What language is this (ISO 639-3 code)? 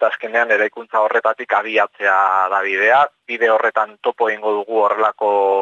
eus